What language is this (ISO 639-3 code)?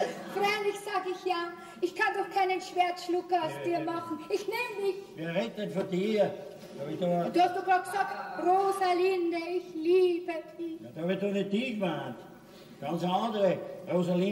deu